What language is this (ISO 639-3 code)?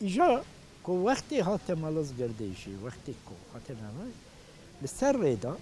kur